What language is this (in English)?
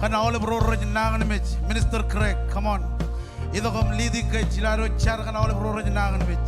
Marshallese